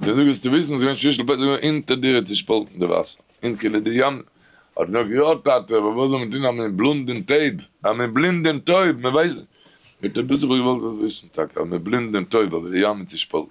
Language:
Yiddish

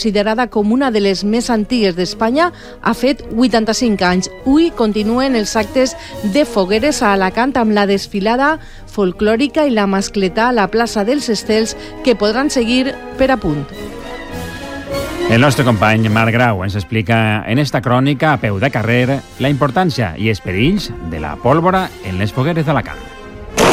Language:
Catalan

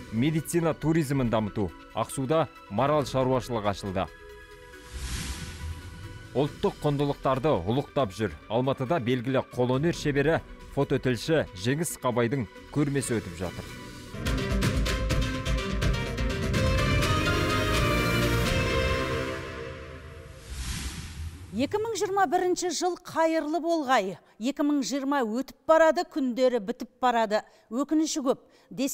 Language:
Kazakh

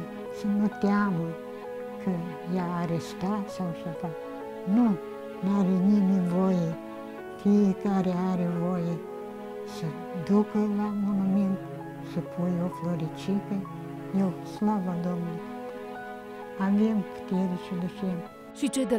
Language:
Romanian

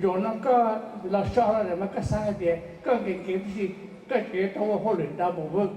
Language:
Hmong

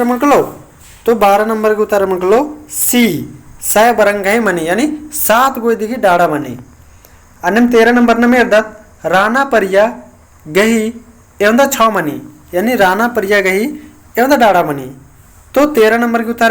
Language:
Kurukh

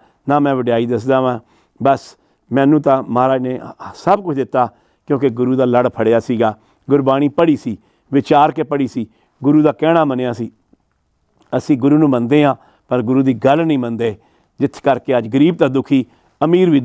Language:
Punjabi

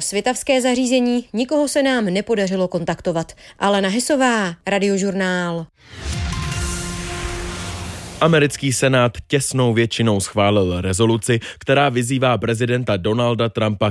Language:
Czech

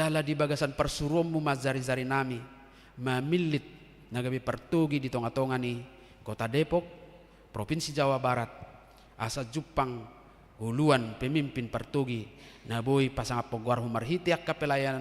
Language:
Batak Toba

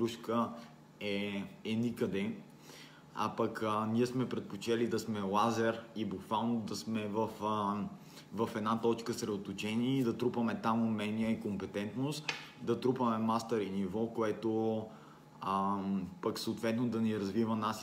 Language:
Bulgarian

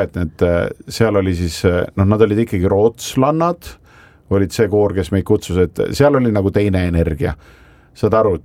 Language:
Estonian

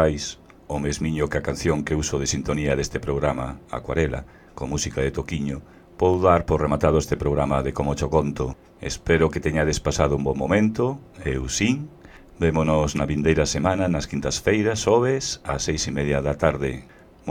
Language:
Galician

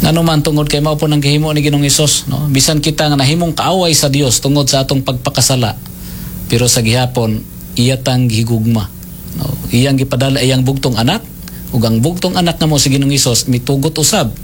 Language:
Cebuano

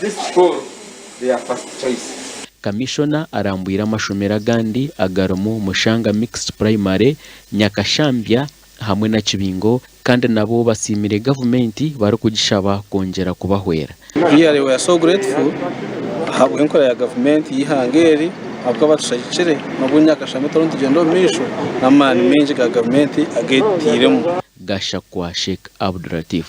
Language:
Nyankole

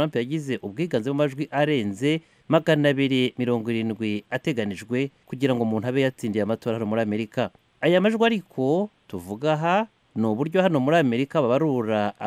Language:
Kinyarwanda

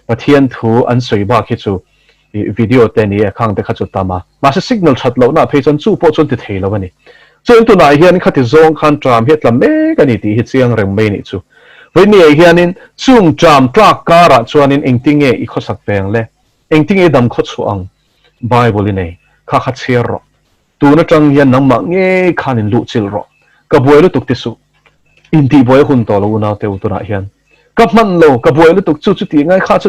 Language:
Mizo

